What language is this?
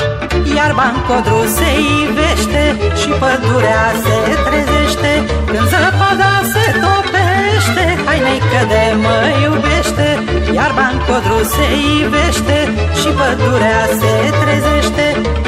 Romanian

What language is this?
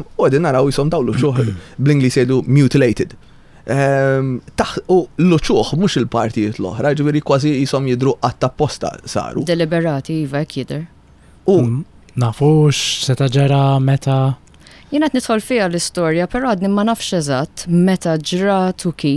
Maltese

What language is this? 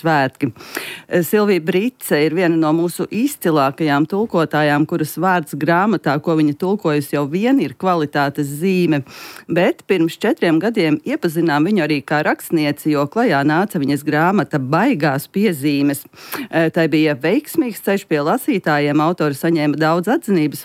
Latvian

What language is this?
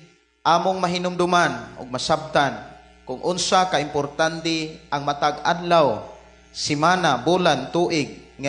Cebuano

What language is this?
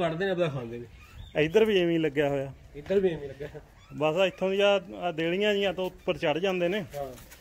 Punjabi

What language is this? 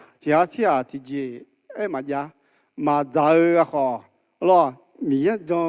Akha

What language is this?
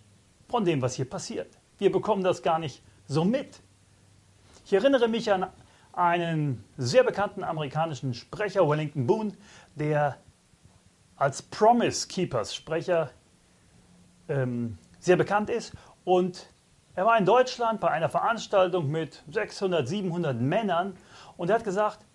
German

